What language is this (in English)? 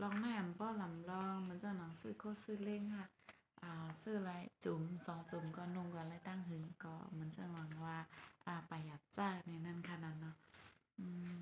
Shan